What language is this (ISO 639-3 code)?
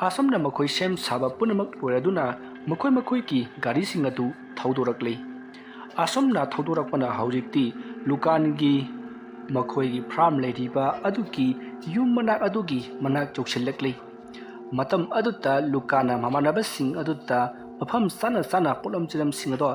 mni